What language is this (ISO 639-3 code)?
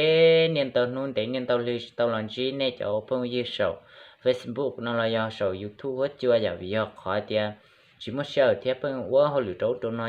hmn